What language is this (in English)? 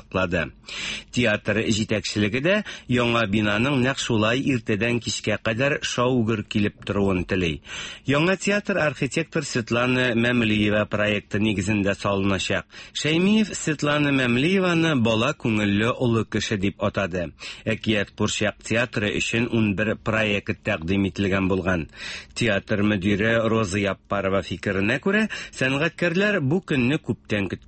Tatar